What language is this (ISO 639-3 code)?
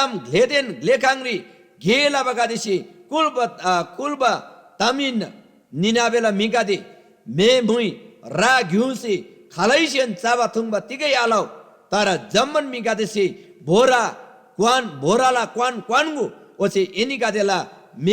taj